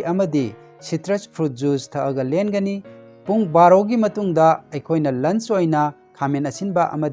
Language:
Manipuri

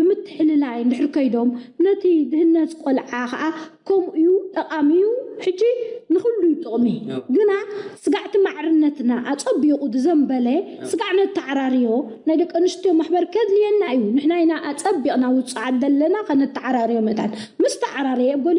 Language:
Tigrinya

